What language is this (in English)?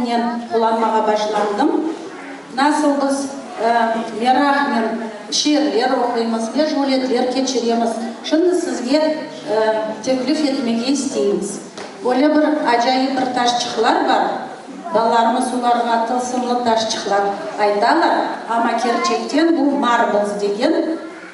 Crimean Tatar